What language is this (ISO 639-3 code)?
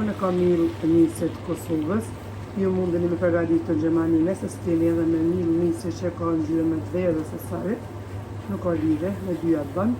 sqi